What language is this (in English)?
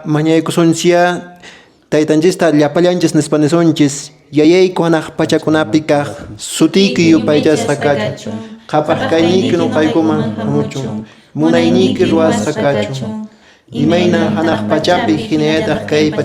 Quechua